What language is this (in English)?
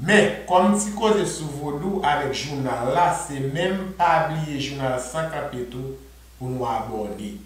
Haitian Creole